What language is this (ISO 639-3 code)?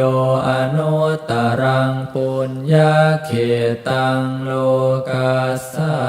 pli